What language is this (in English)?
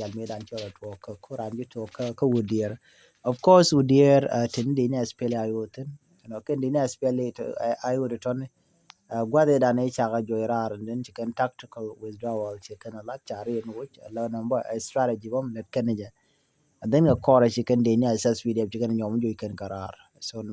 Nuer